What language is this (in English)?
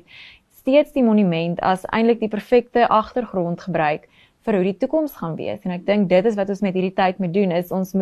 Afrikaans